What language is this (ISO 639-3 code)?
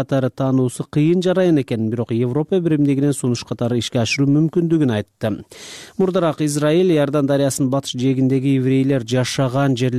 kir